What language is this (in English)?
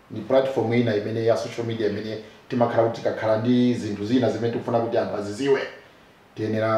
Nyanja